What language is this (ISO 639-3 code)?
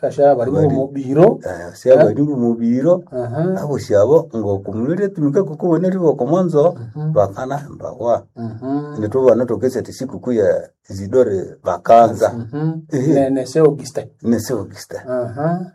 nnb